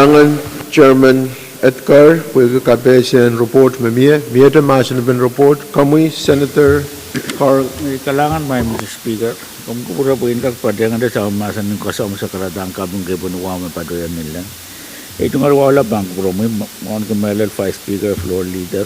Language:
Pohnpeian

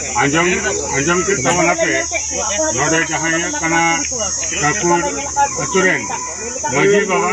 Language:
Santali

